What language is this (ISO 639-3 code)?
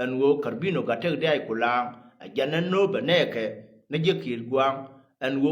nus